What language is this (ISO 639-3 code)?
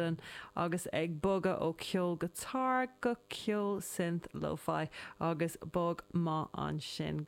gle